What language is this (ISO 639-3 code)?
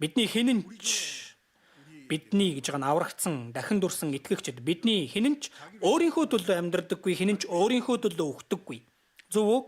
mon